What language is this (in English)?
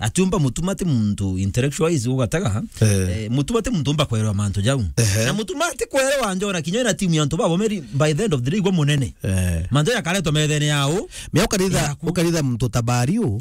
Meru